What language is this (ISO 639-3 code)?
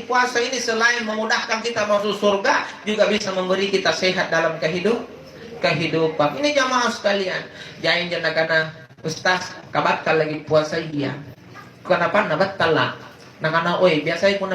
mak